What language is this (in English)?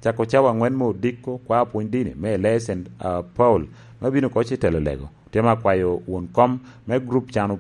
Lango (Uganda)